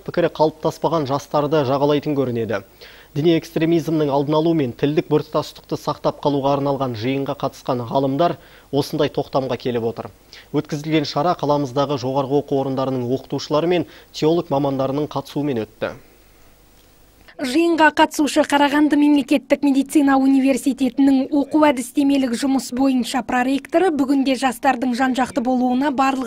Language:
Kazakh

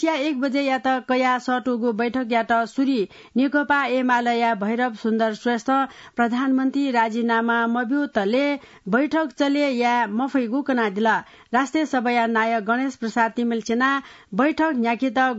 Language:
Newari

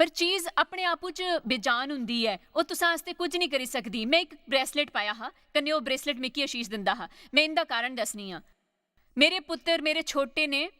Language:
Dogri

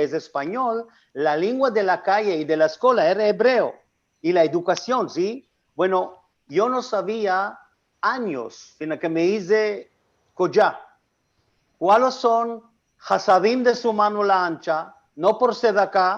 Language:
Ladino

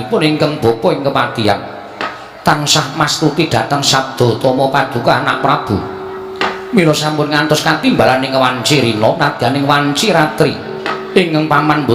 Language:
Javanese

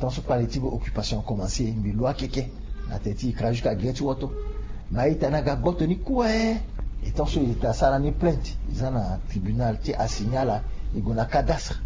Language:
Sango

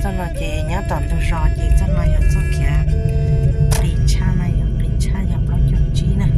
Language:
Hmong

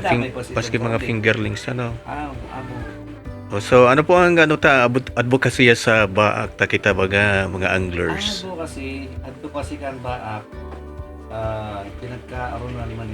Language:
Bikol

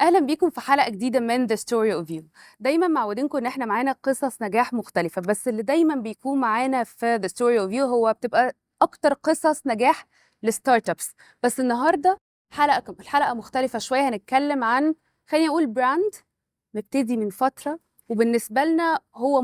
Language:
Egyptian Arabic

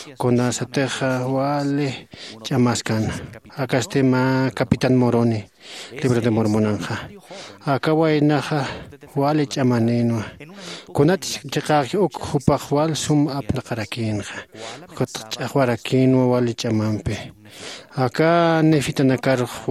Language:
Aymara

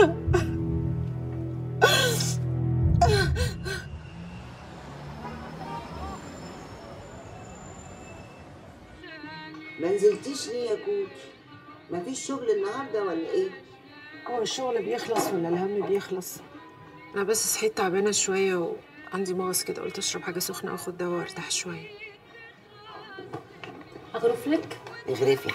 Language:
Egyptian Arabic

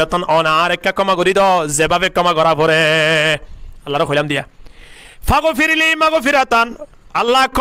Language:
Rohingya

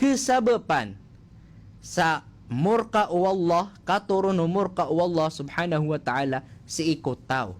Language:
Maranao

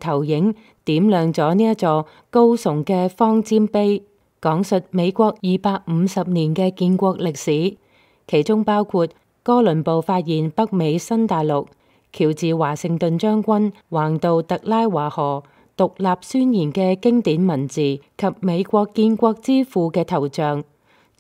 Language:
Cantonese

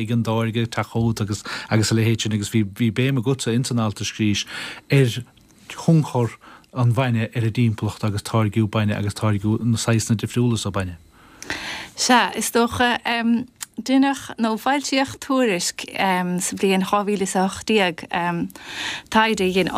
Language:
Irish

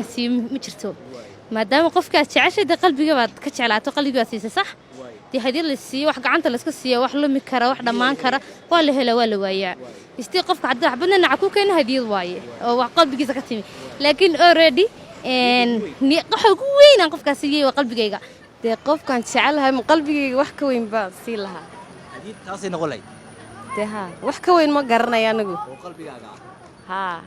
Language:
Somali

